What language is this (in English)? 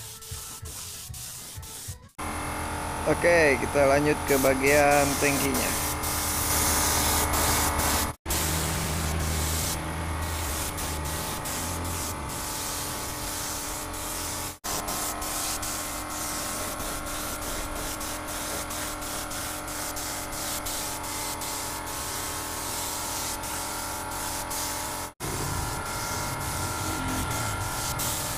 Indonesian